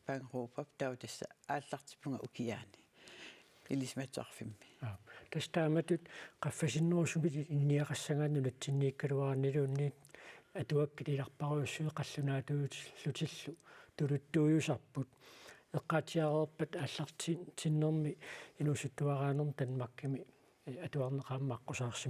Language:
Kalaallisut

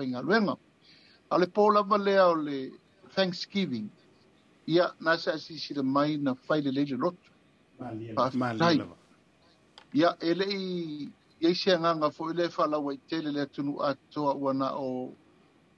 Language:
Samoan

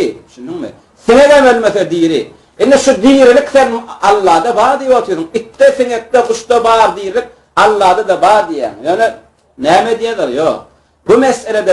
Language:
Turkmen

